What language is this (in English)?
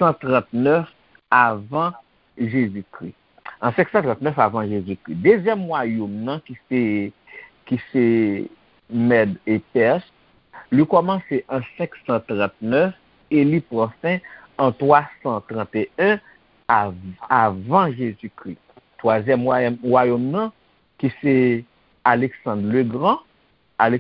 Haitian Creole